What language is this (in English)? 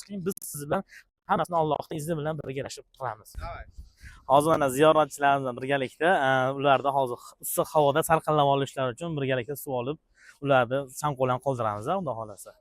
Uzbek